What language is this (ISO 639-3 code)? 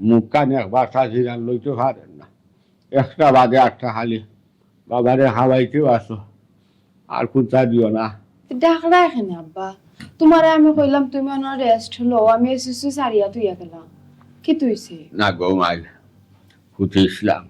syl